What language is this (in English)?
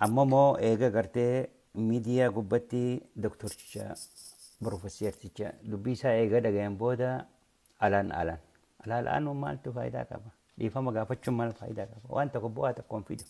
Oromo